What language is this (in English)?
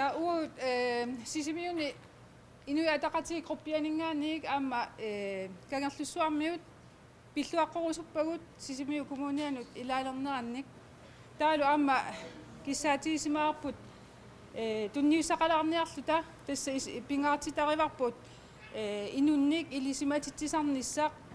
Kalaallisut